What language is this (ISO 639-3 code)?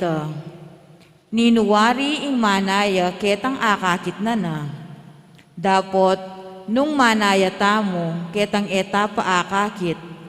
pam